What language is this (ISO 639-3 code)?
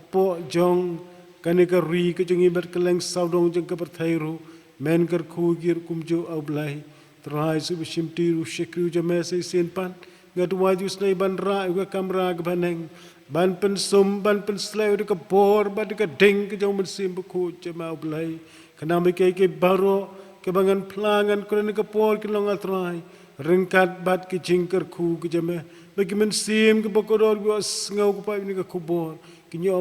kha